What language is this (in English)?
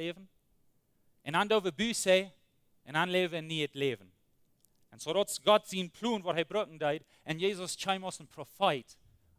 Plautdietsch